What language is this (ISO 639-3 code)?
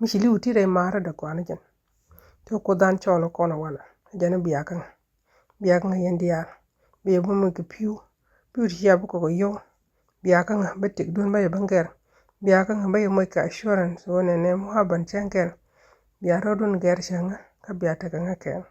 nus